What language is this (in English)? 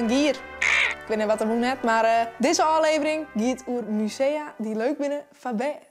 Western Frisian